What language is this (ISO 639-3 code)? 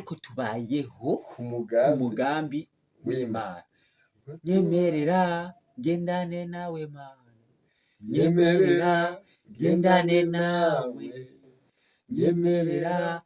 run